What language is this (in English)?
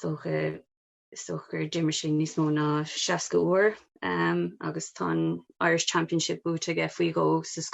Irish